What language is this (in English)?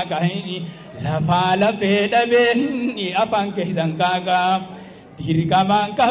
Oromo